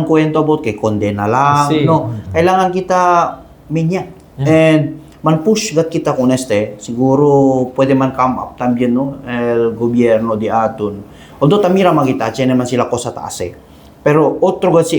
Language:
Chavacano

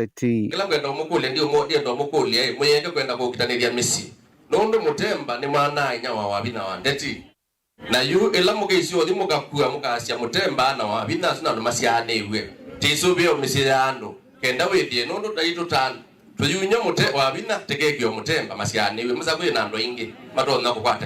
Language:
Kamba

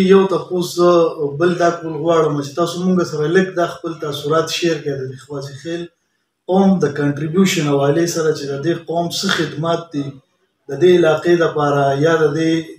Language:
Pashto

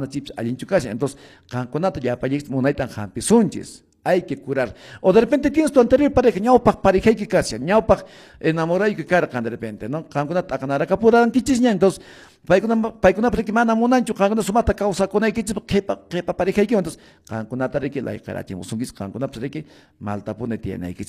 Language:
Quechua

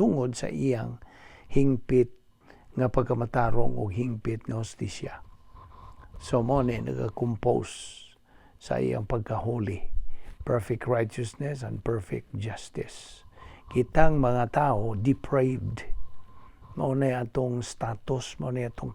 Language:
Cebuano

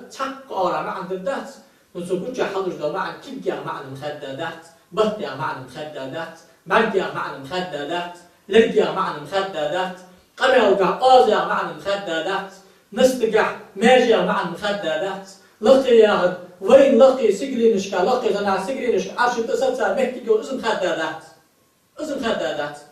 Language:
Ingush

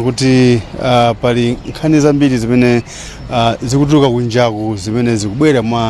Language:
Nyanja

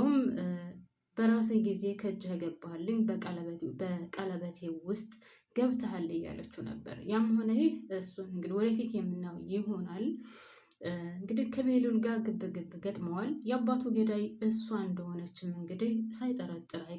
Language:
Amharic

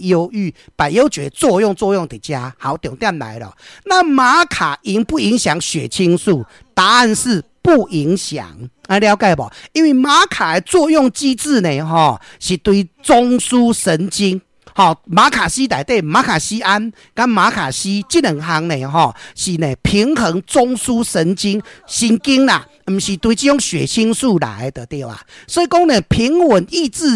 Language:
Min Nan Chinese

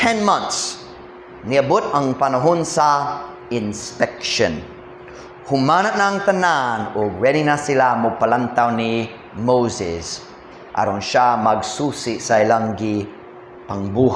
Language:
Cebuano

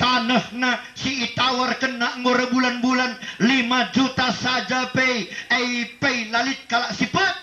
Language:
Batak Karo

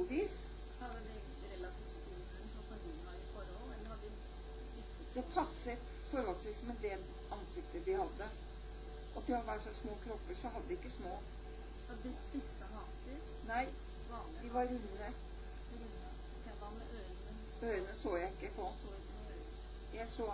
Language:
Norwegian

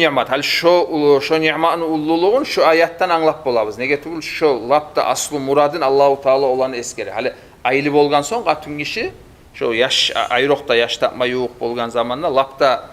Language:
Kumyk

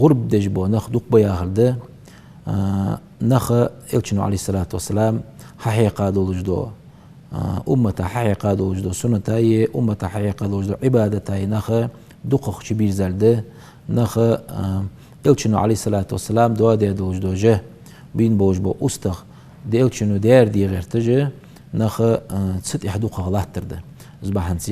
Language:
Ingush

